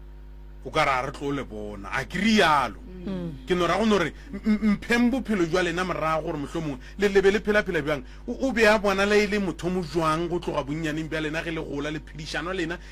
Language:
Northern Sotho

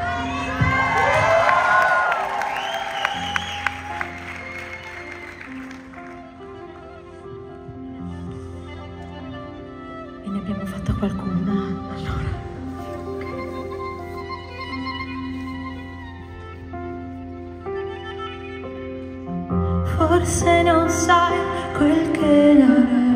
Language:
Italian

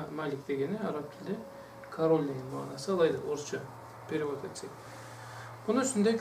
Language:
Karachay-Balkar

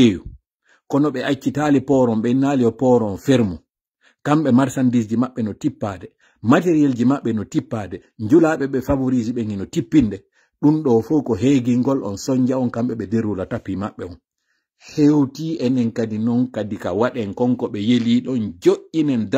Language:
Pular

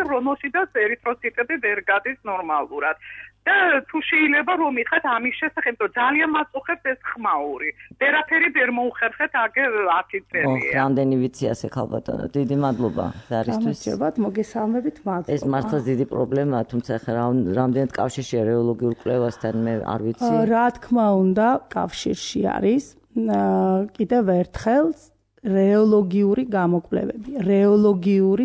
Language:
Georgian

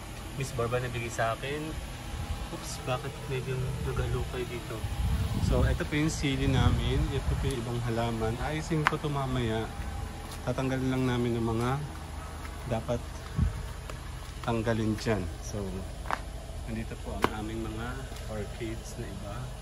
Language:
Filipino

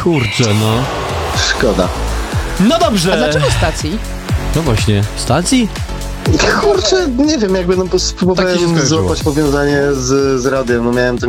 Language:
Polish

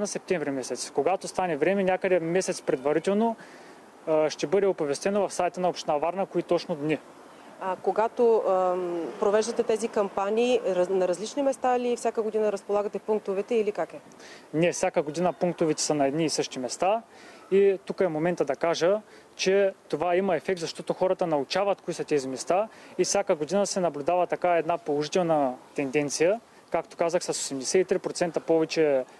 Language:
Bulgarian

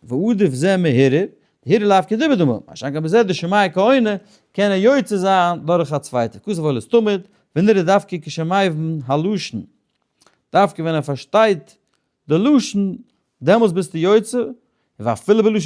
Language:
Yiddish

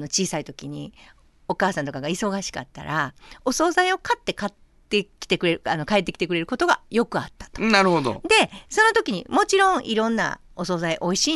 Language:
Japanese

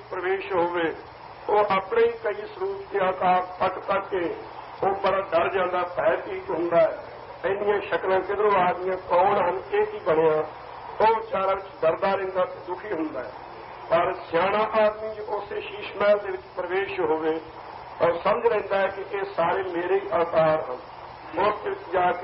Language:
Punjabi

